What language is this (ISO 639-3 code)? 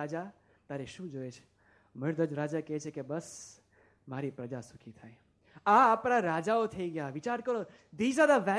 guj